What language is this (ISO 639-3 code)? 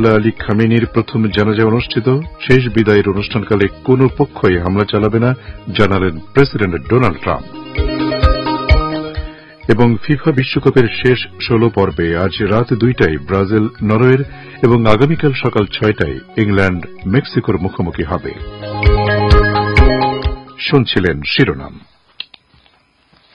ben